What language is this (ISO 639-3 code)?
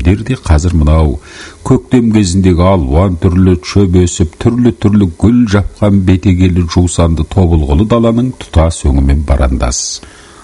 kaz